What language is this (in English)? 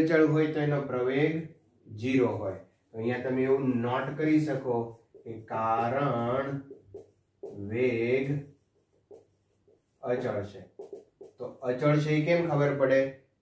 Gujarati